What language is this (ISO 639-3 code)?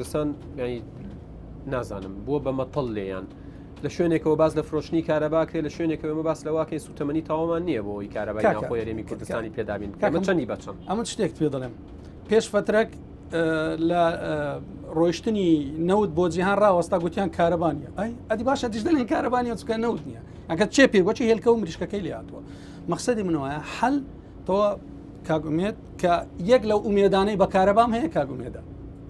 ckb